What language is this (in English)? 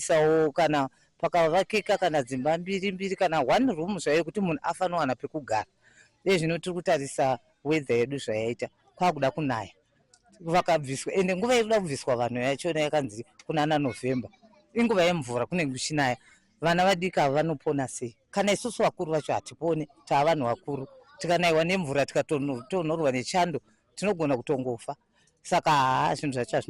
Shona